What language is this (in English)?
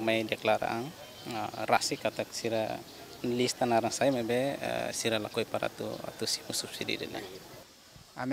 Tetum